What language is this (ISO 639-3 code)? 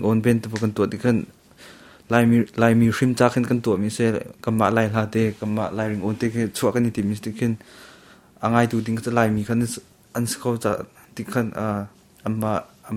cnh